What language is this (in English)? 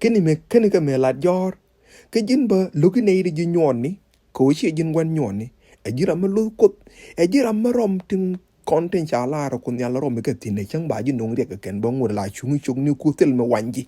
Nuer